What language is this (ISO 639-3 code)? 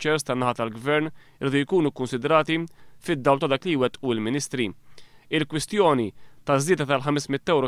mlt